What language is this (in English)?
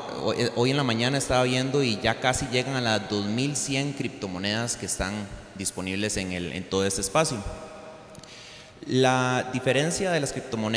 Spanish